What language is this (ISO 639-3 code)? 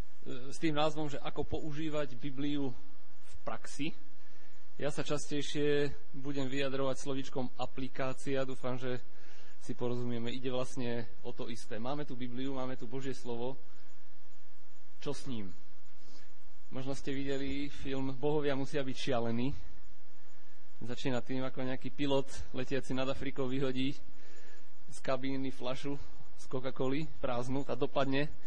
slk